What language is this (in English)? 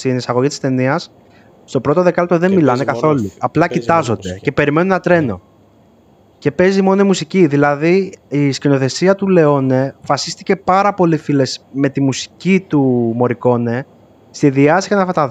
Greek